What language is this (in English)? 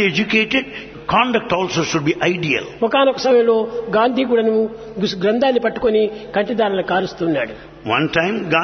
Telugu